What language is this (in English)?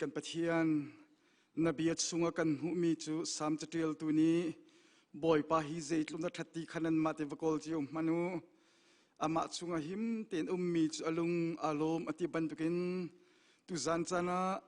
Hakha Chin